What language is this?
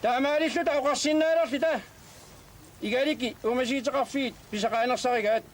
Kalaallisut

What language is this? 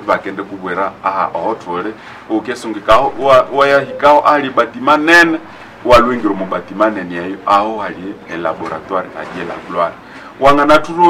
Nande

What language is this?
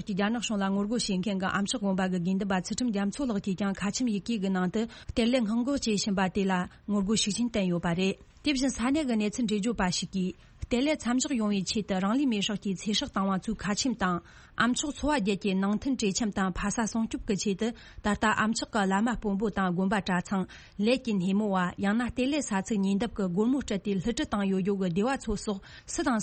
Tibetan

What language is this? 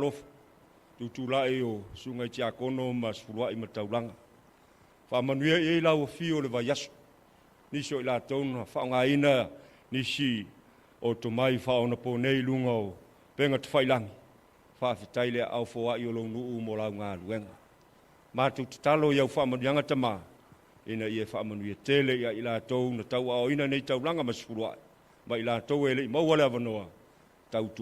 Samoan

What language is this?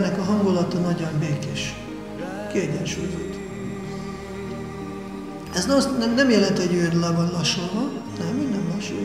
Hungarian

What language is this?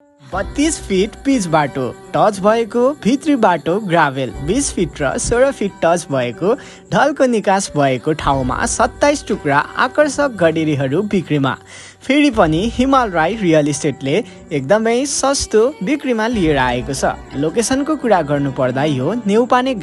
Nepali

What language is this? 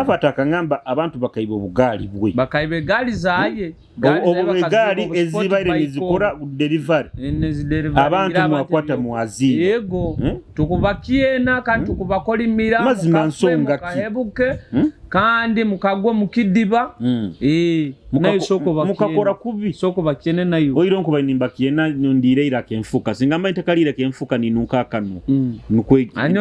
Nyoro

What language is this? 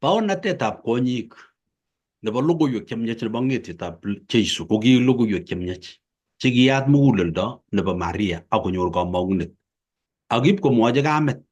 Kalenjin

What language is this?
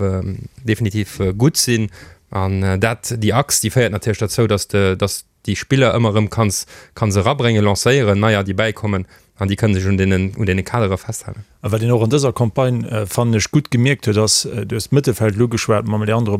Luxembourgish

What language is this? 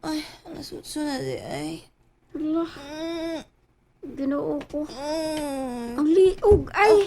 Cebuano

